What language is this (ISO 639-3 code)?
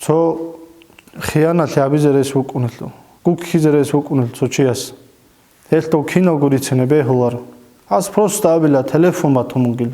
ava